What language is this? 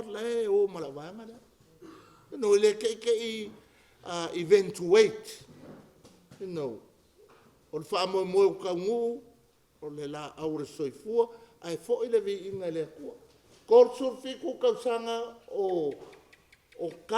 Samoan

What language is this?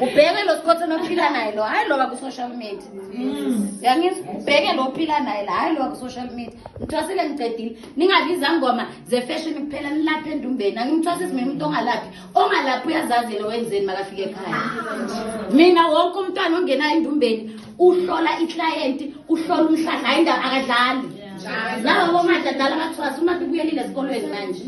Zulu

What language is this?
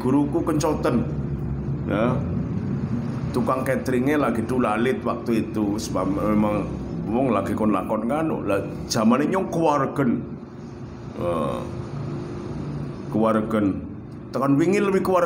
Javanese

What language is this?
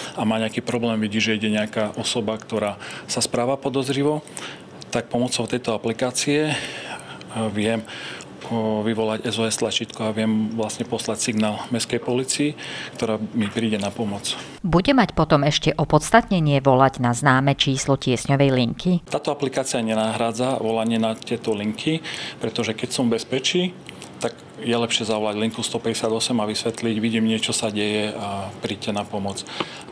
Slovak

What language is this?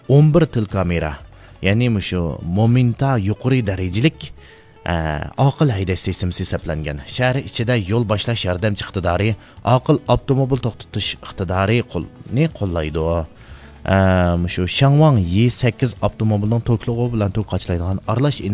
Uyghur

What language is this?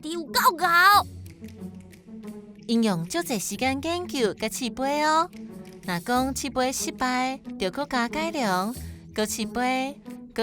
Min Nan Chinese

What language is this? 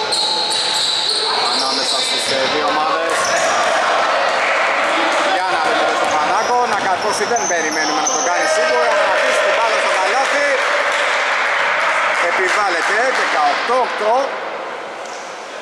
Greek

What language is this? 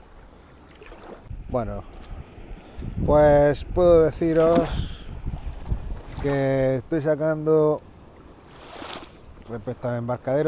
Spanish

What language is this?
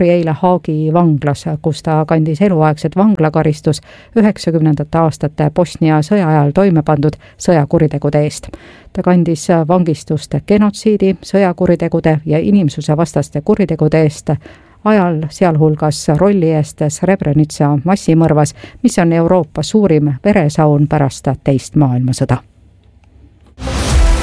Estonian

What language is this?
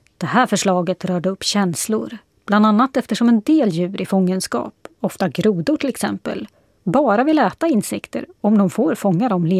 Swedish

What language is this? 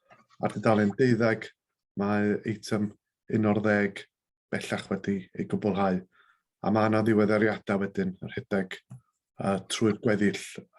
Welsh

